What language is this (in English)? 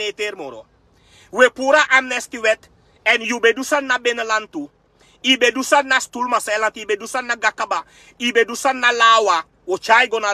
Sranan Tongo